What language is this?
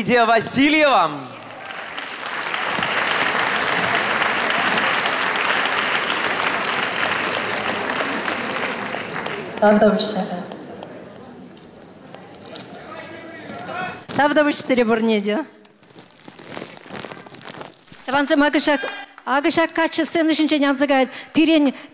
Chuvash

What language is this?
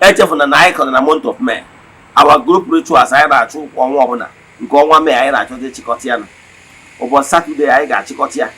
Igbo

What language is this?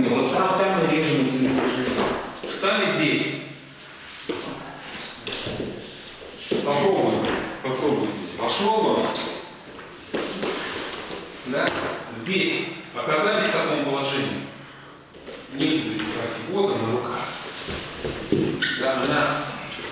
Russian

